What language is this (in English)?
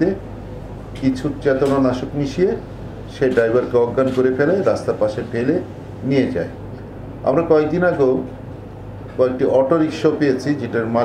Bangla